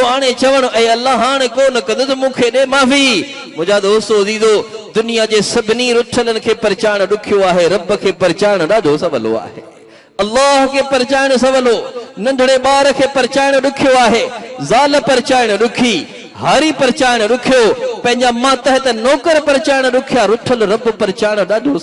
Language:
Sindhi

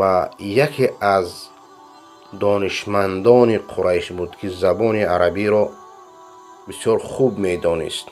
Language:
Persian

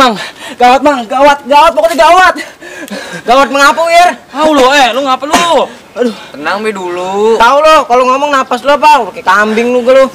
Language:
Betawi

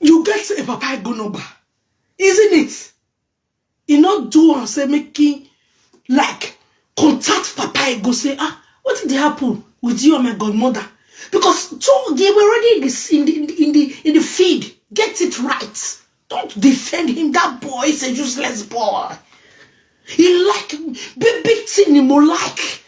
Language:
Nigerian Pidgin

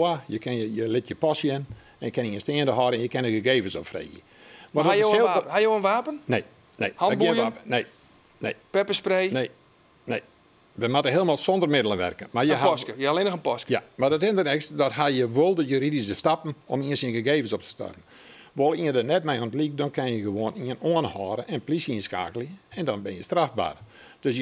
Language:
Western Frisian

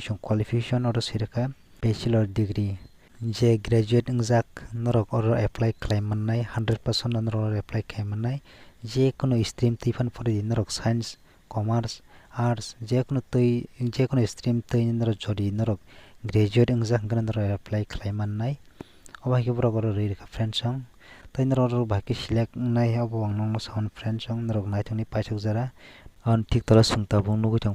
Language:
Kok Borok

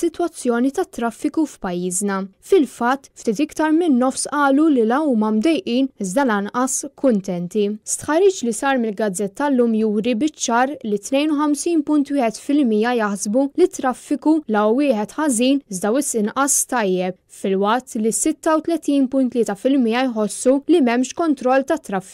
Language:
Maltese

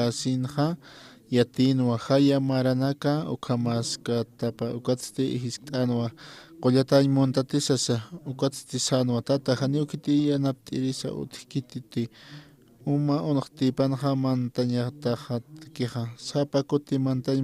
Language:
Aymara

